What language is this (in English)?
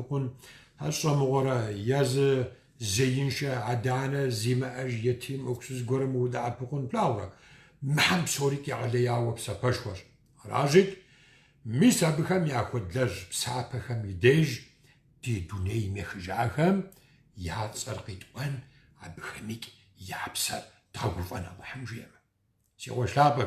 Kabardian